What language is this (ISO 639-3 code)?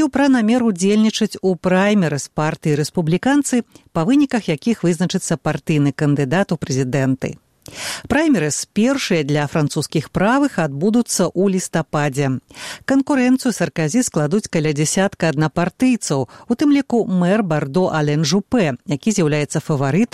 bel